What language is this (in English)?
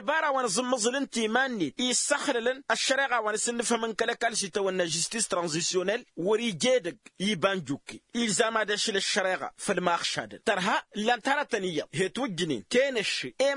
Tamasheq